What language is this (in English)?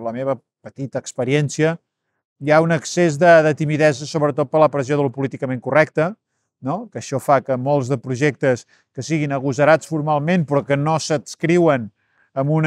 Catalan